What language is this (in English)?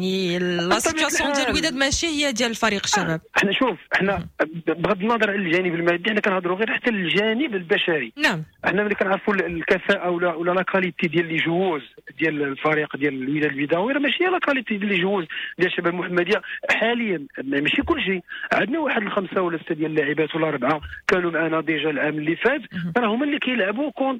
Moroccan Arabic